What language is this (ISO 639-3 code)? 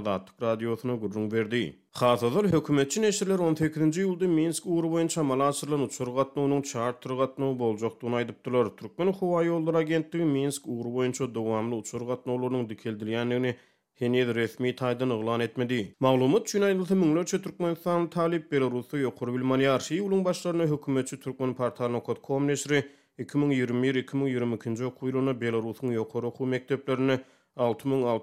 tuk